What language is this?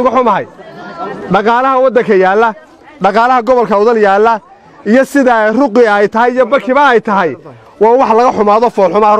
Somali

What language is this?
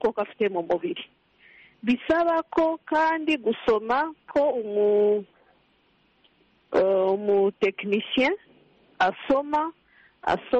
Kinyarwanda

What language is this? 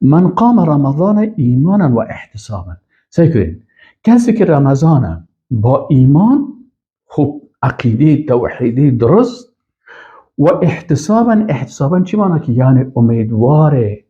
Persian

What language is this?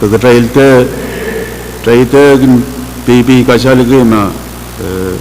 Pohnpeian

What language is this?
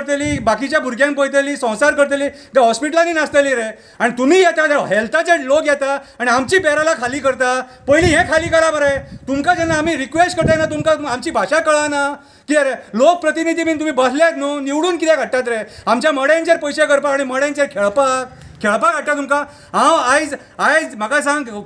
Konkani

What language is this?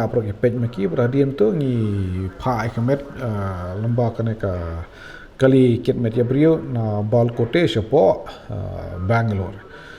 Khasi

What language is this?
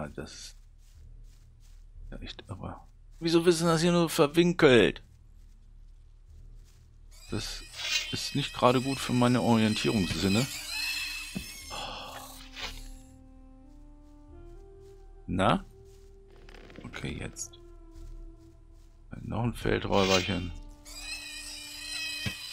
German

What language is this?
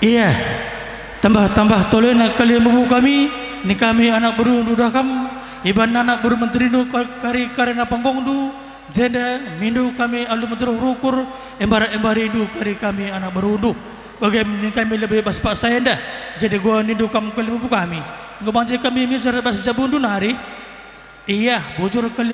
Batak Karo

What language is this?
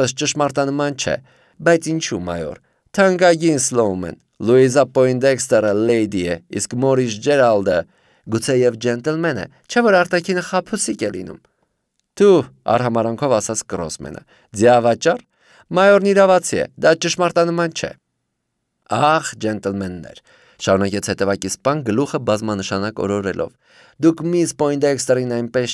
Armenian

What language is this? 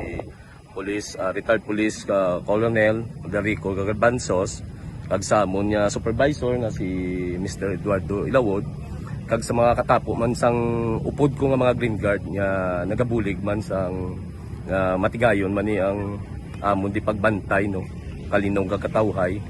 Hiligaynon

